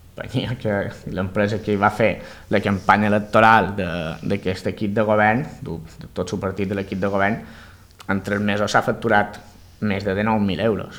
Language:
Catalan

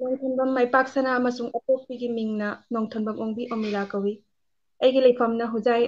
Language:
Manipuri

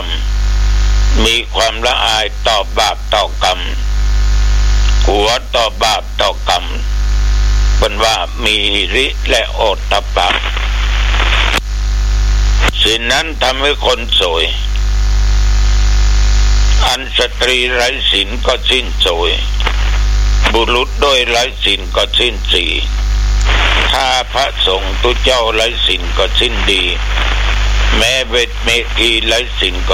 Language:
Thai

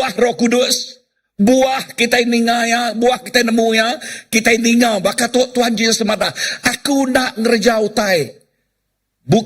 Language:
Iban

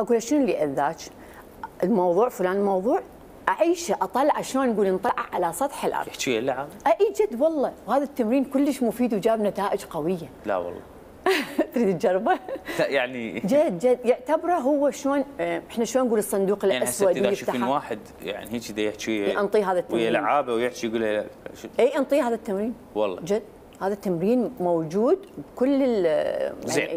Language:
Mesopotamian Arabic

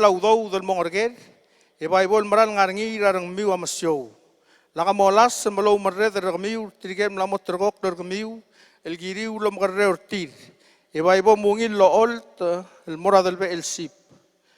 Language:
Palauan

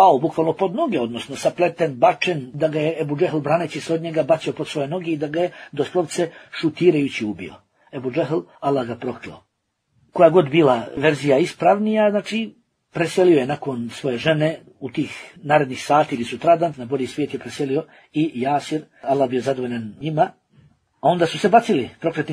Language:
Bosnian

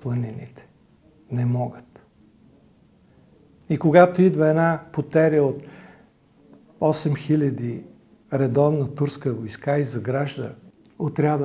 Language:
Bulgarian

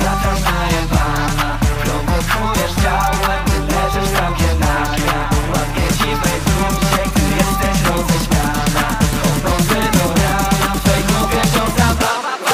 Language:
Polish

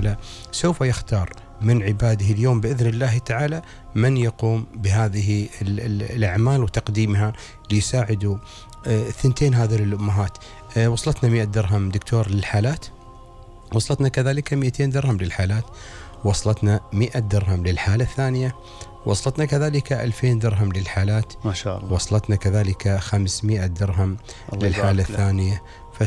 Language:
Gulf Arabic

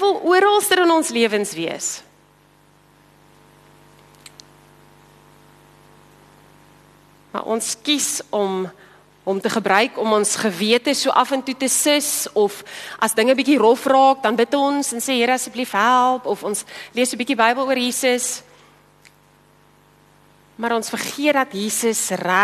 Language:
Afrikaans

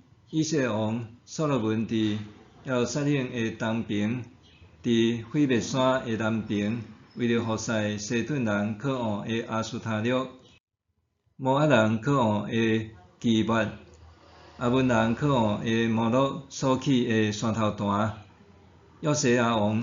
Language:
Min Nan Chinese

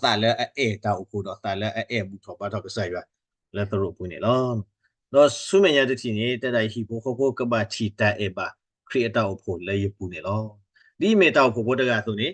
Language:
S'gaw Karen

